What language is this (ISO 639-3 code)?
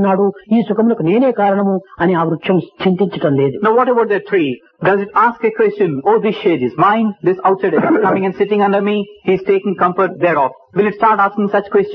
tel